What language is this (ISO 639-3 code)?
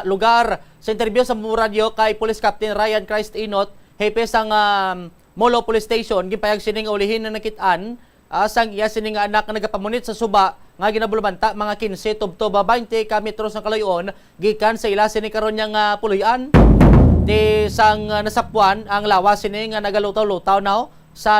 hil